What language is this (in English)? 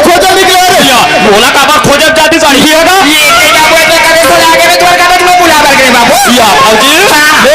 Chhattisgarhi